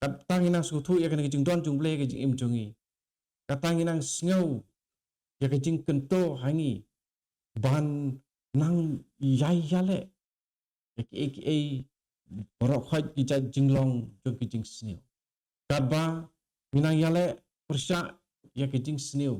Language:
Khasi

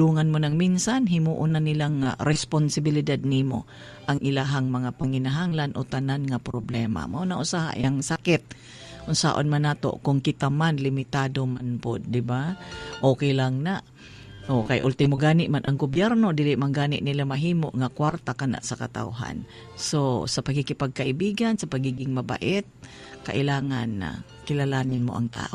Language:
Cebuano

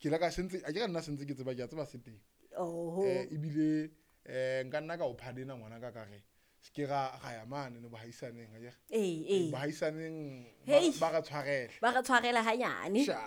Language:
Southern Sotho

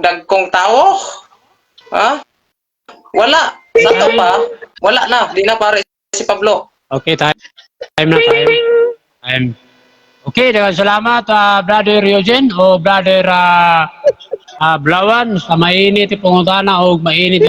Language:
Cebuano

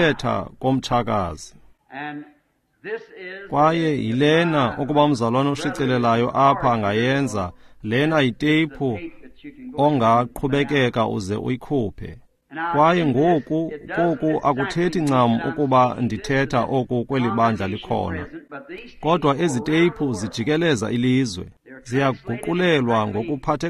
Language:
Xhosa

